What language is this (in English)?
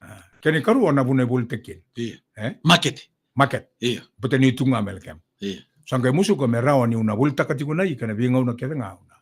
Fijian